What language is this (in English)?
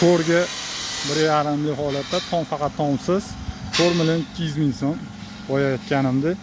Uzbek